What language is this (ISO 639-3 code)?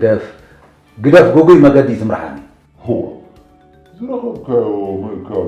tir